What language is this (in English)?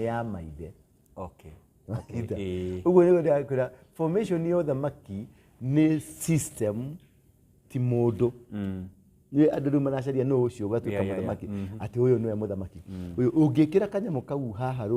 Kikuyu